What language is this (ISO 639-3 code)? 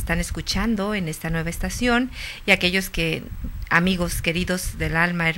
spa